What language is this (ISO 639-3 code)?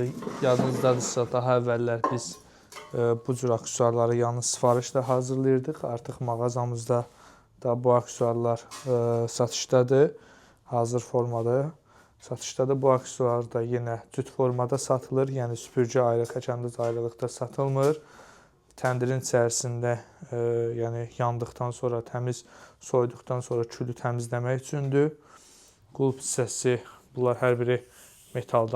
aze